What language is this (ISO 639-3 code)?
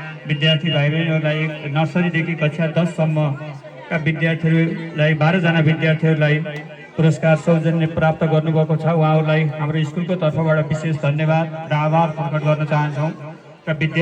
nep